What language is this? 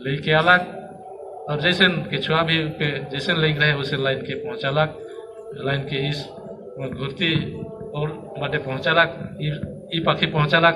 Sadri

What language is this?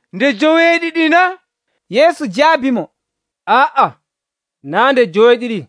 Nigerian Fulfulde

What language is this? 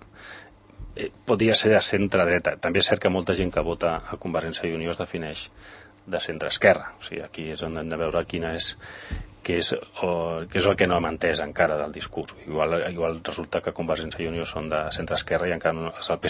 Catalan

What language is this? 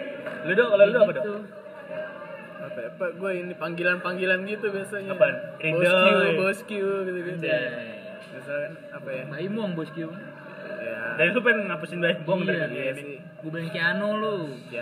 Indonesian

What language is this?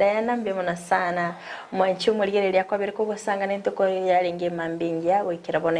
Gusii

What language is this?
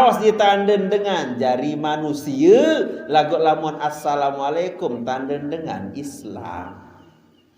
Sasak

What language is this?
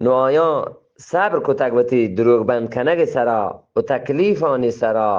Eastern Balochi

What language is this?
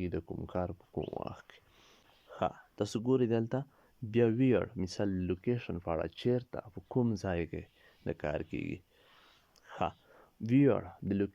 Pashto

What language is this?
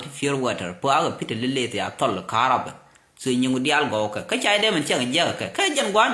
Nuer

